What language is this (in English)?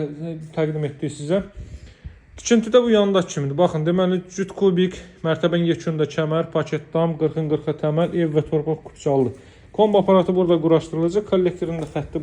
Azerbaijani